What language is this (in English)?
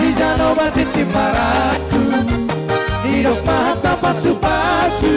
Batak Toba